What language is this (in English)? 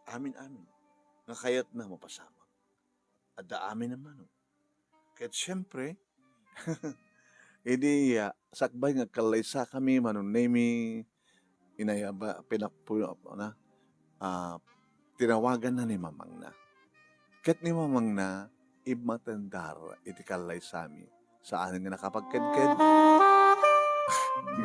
Iloko